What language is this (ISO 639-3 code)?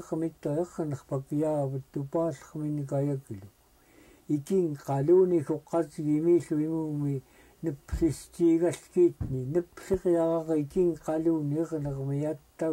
esu